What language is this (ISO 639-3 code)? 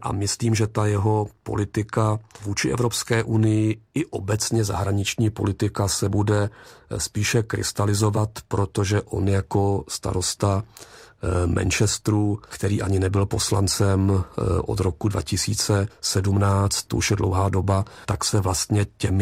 ces